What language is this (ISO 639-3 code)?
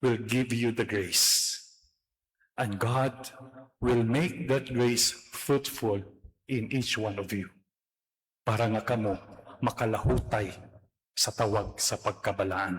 ceb